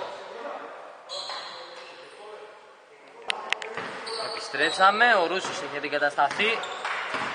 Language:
Greek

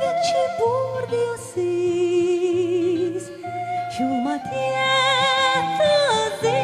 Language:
Udmurt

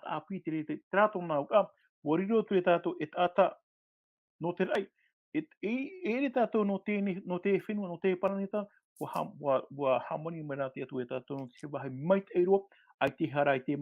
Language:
Tahitian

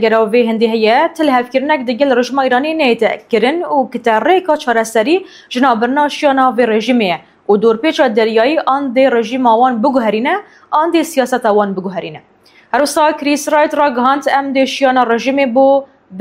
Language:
Kurdish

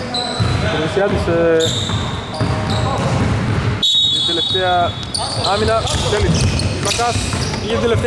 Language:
Greek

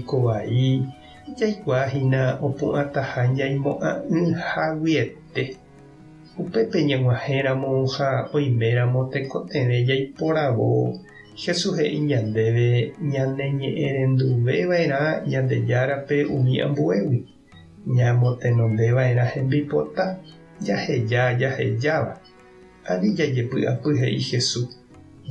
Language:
Guarani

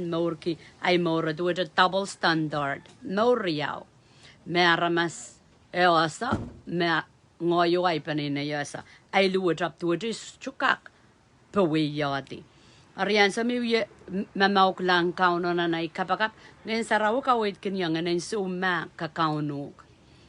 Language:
Pohnpeian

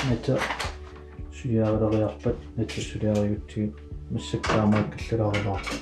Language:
Kalaallisut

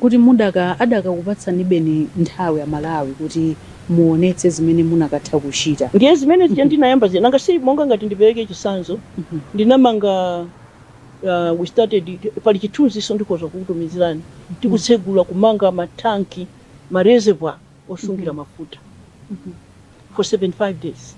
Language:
Nyanja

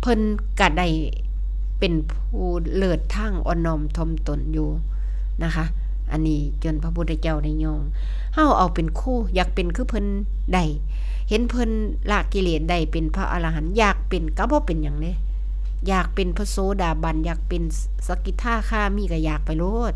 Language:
Northeastern Thai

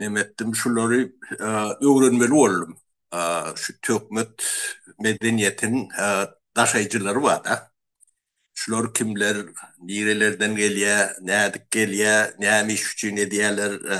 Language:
Turkmen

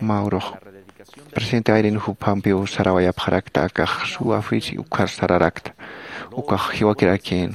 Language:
Aymara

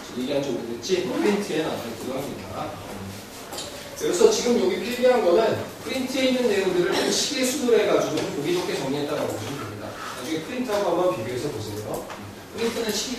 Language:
Korean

